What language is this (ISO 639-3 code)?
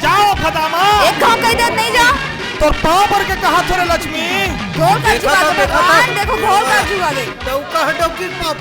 hne